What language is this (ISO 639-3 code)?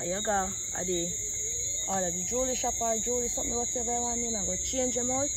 jam